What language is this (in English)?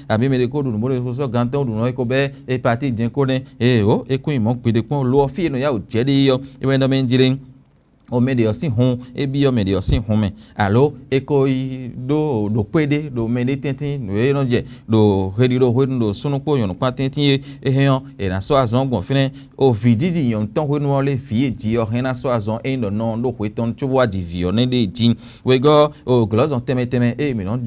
Fon